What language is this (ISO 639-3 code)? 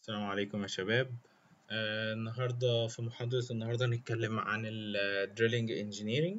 arz